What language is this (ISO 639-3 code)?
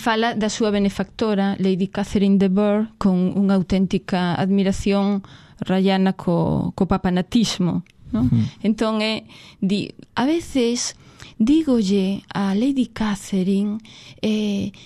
glg